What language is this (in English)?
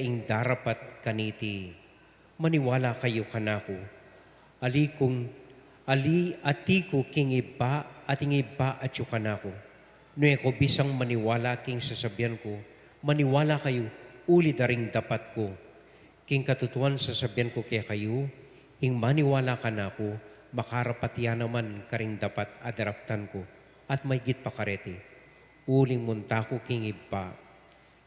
Pampanga